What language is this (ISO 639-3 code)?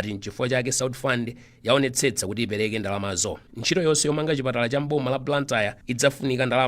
nya